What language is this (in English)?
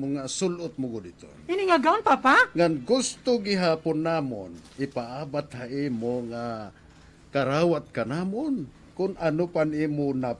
Waray